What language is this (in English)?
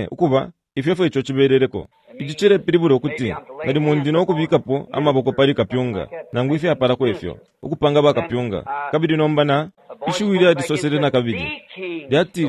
Bemba